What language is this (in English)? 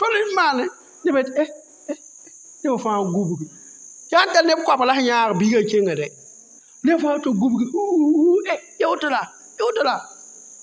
Mossi